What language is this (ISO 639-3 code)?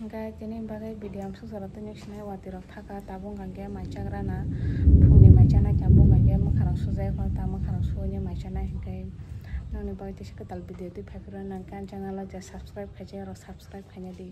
trp